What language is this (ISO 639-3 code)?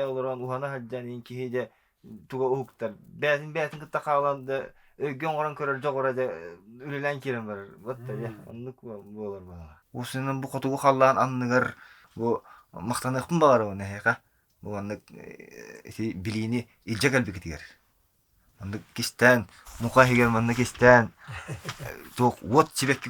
sah